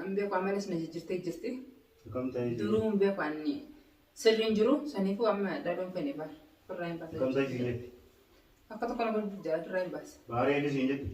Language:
Oromo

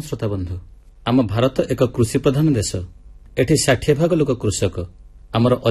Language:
Odia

